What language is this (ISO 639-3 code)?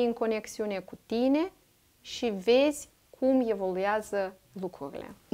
ron